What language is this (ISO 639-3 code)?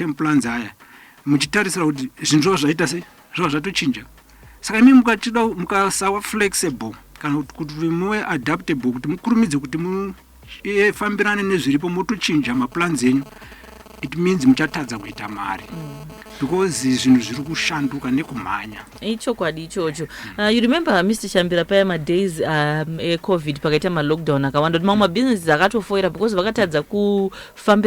sna